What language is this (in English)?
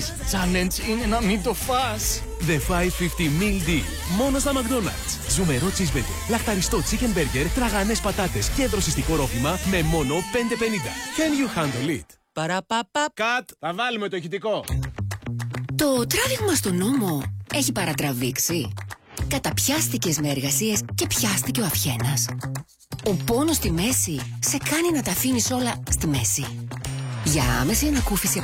Greek